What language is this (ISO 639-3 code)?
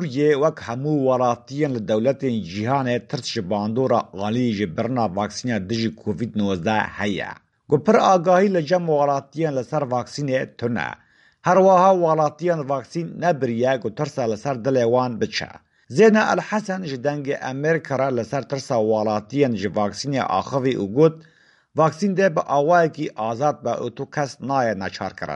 kur